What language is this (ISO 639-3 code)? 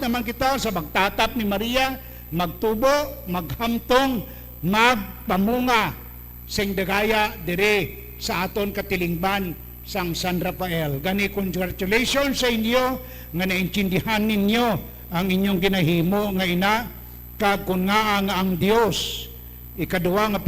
hil